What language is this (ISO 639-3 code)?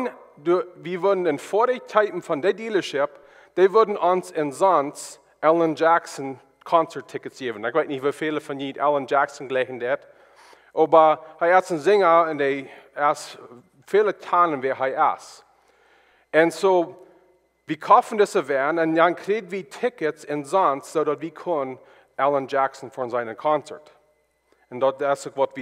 pdt